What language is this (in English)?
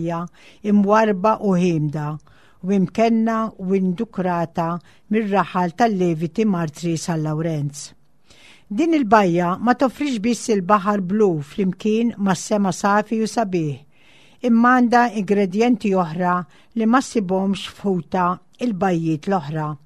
Maltese